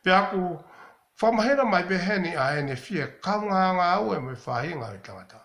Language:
Tongan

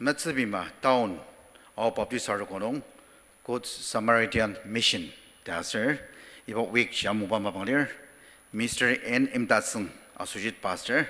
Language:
Ao Naga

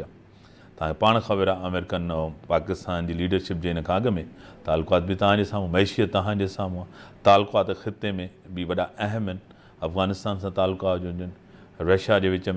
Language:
Sindhi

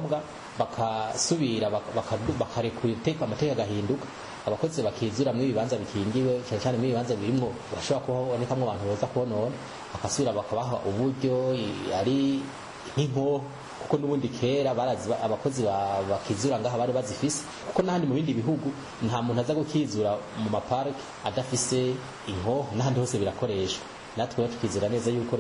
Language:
Rundi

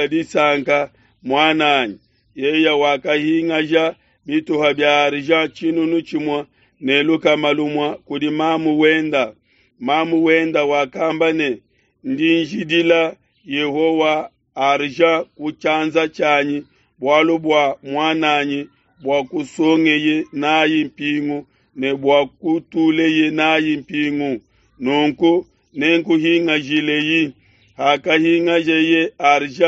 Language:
Luba-Lulua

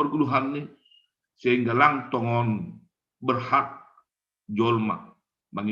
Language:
Batak Simalungun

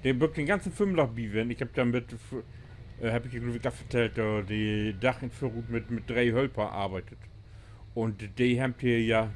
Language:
Low German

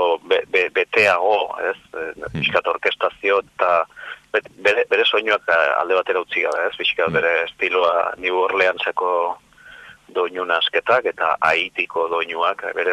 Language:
Basque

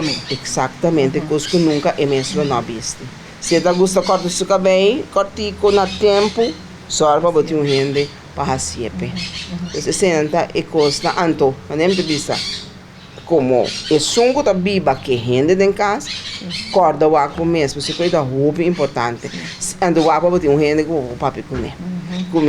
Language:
Papiamento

